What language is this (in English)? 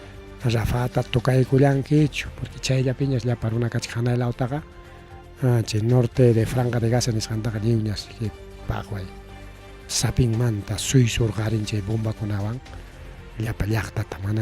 Ayacucho Quechua